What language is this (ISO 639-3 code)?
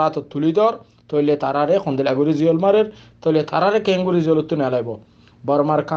rhg